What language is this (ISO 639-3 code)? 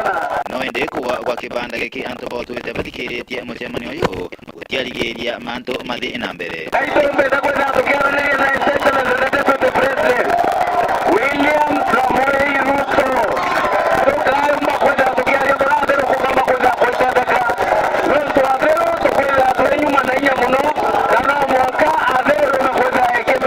mer